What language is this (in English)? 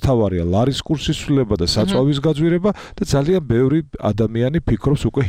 Georgian